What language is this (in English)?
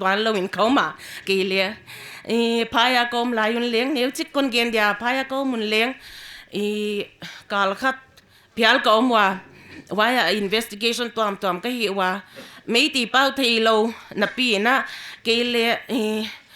Paite Chin